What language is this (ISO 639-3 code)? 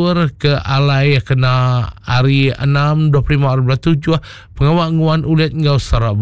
iba